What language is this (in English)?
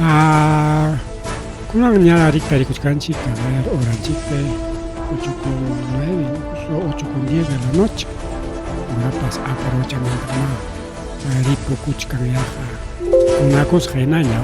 Ayacucho Quechua